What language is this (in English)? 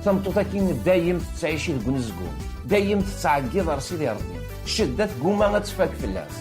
Kabyle